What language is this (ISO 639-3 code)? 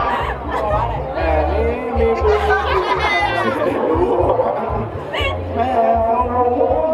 tha